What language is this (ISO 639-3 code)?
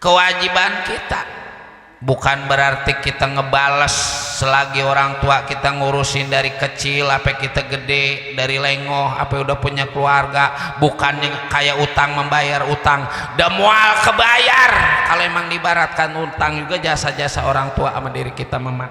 bew